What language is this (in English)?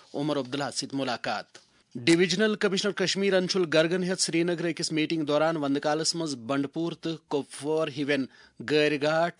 Kashmiri